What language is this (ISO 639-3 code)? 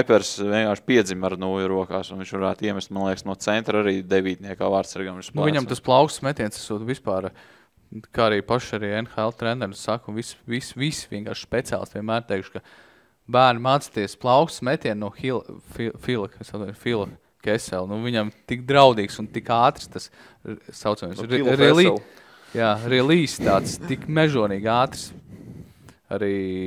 lav